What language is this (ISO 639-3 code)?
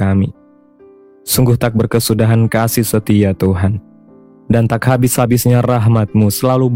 ind